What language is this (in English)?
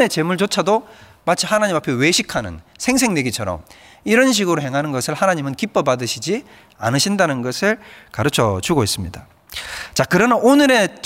Korean